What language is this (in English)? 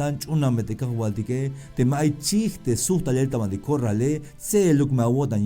Tzeltal